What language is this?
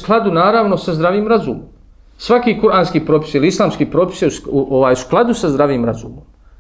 Bosnian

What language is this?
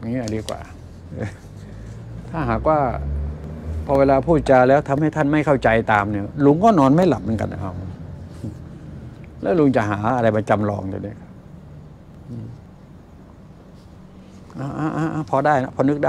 Thai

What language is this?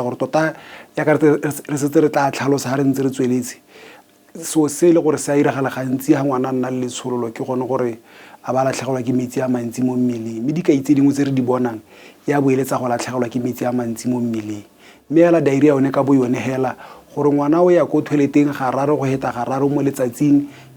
Tswana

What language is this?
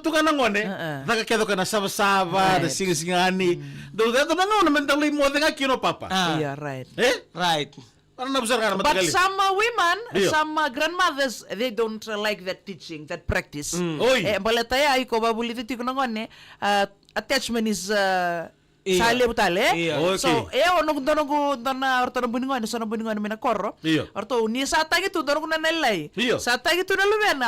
Fijian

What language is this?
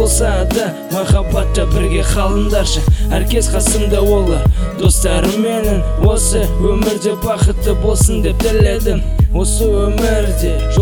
Kazakh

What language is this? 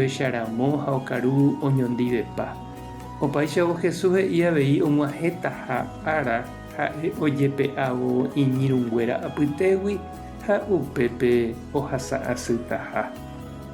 Guarani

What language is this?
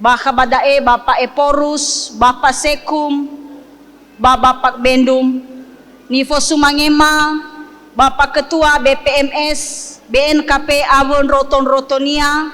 Nias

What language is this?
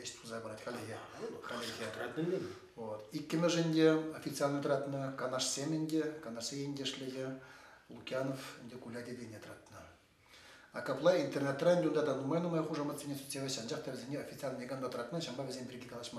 Chuvash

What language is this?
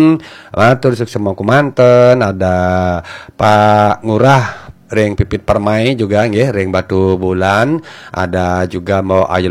Balinese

